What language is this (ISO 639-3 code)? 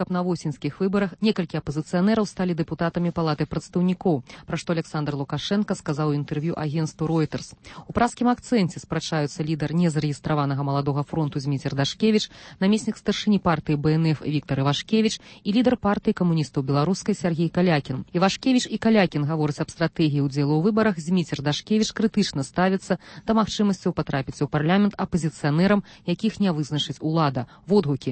bel